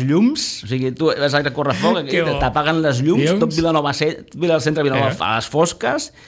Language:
Catalan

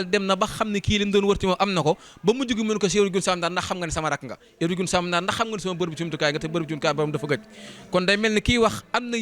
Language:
Wolof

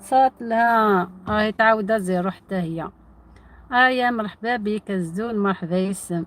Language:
Algerian Arabic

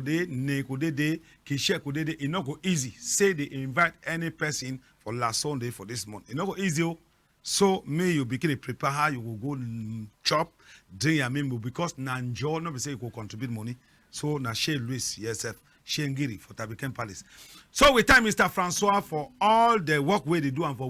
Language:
Cameroon Pidgin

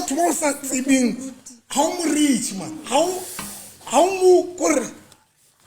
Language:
Southern Sotho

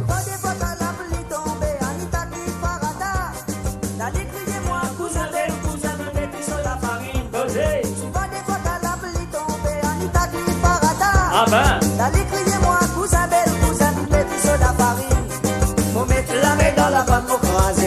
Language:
Morisyen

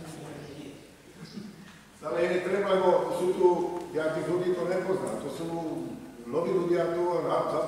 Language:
Slovak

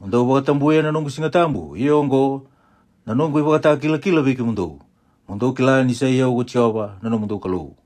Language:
Fijian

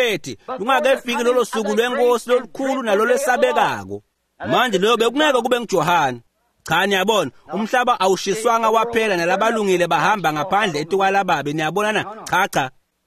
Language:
Swati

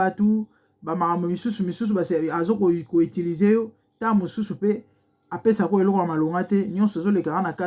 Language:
Lingala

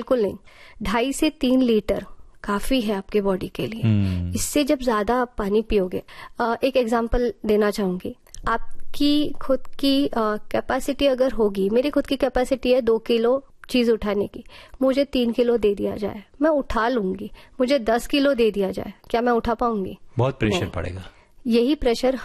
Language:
Hindi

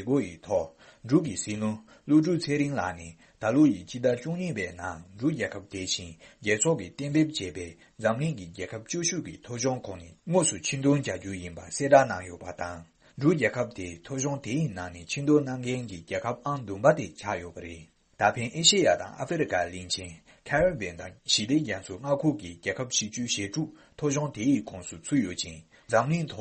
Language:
Tibetan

